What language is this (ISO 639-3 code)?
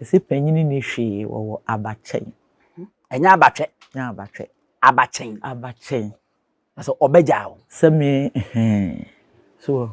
aka